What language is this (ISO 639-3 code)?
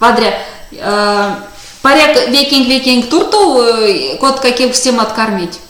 myv